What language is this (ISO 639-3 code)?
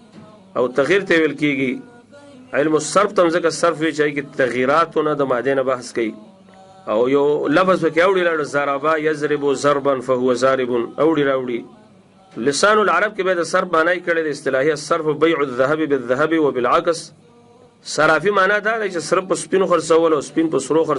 pus